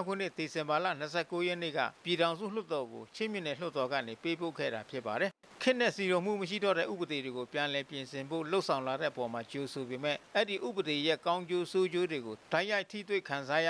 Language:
Burmese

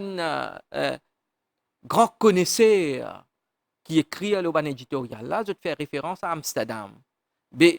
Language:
Morisyen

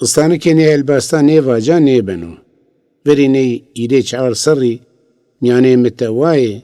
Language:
Zaza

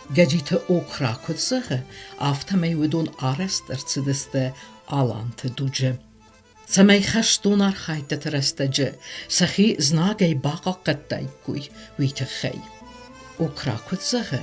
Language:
Ossetic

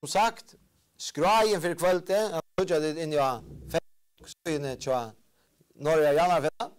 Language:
Faroese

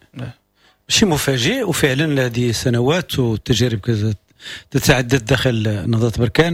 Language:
Moroccan Arabic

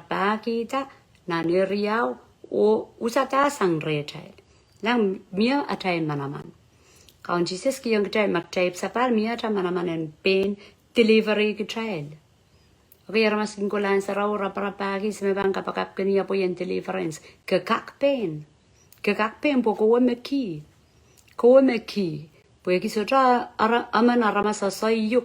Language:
Pohnpeian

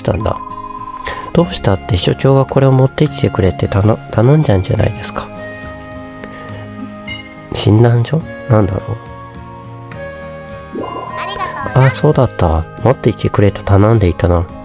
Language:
Japanese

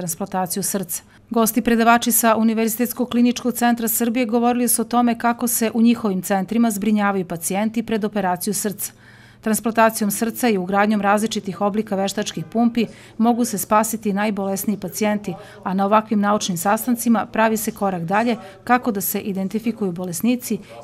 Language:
Serbian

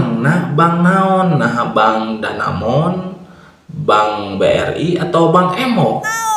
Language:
Sundanese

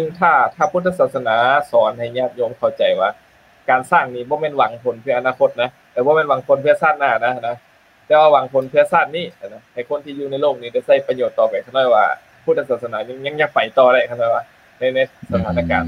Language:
Lao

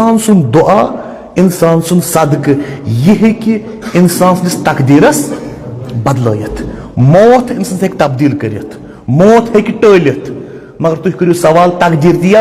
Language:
Kashmiri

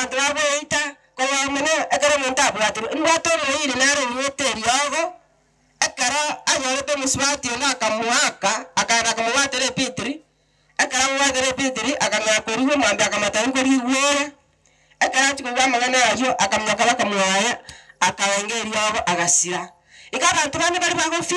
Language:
Gusii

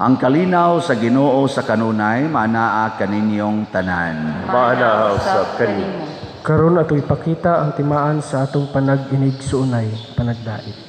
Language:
Cebuano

